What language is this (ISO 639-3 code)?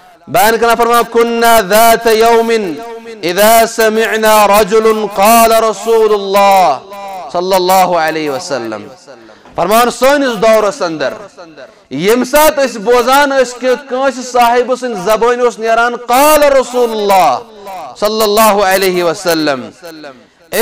kas